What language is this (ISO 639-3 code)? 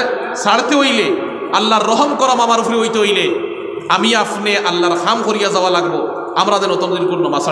syl